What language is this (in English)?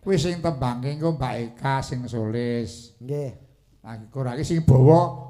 Javanese